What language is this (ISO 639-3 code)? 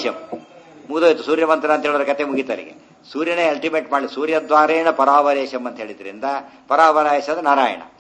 kan